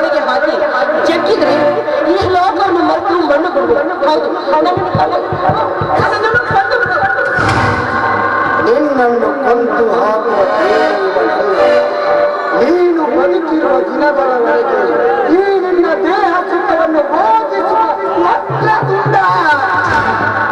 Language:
Kannada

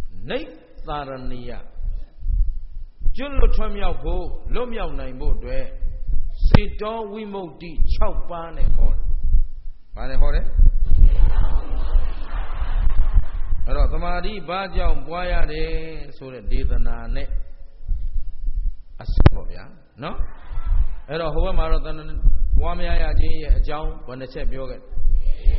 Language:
Burmese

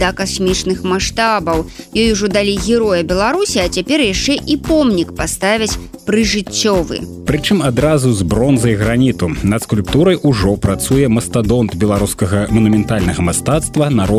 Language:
Belarusian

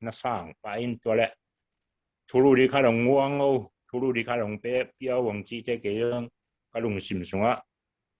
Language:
Tedim Chin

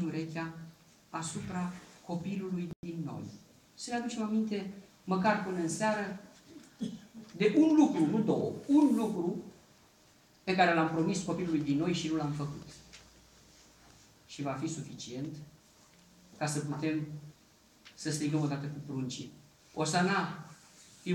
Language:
Romanian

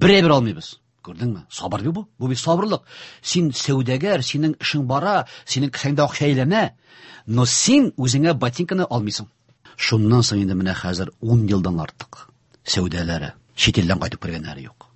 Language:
Tatar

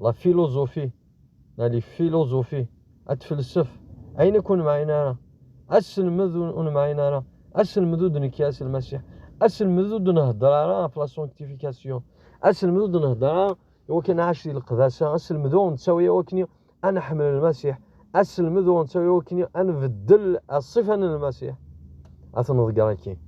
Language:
Kabyle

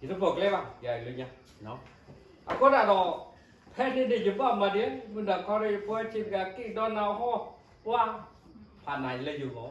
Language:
S'gaw Karen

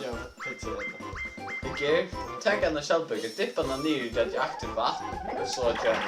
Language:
Faroese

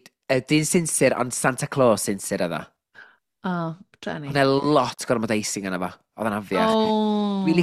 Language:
Welsh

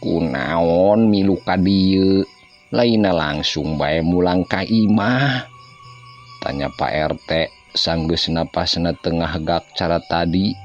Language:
Sundanese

